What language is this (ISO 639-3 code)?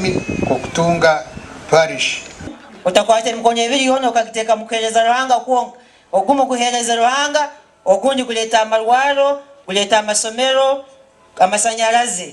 nyn